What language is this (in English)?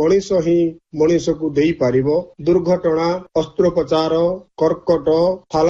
Odia